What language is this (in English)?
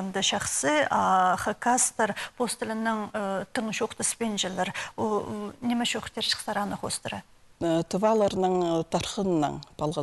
Khakas